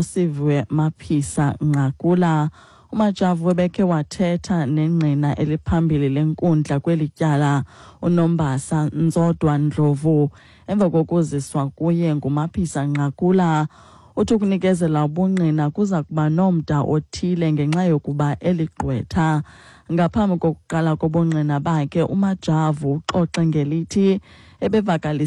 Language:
Xhosa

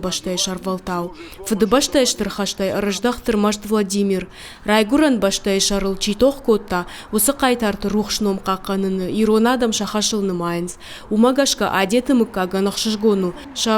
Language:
Ossetic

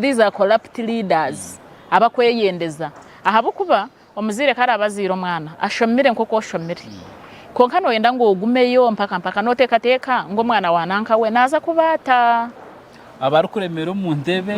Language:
Nyankole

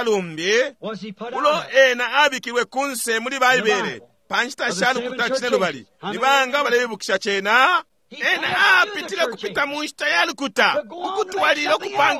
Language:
Bemba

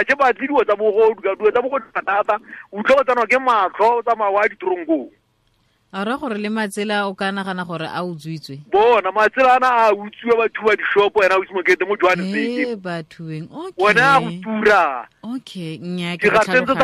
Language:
Tswana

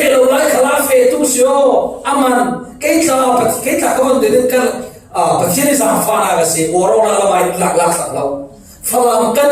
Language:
Falam Chin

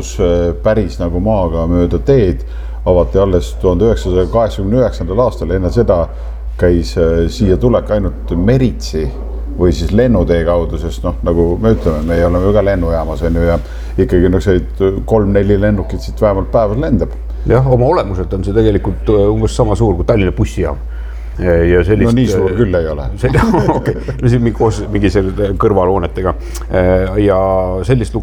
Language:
Estonian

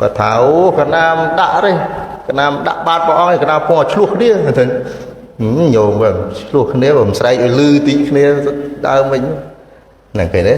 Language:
Khmer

